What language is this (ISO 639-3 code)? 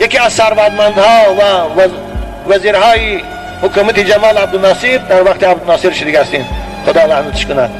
tgk